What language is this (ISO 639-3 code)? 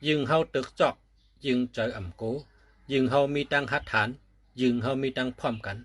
shn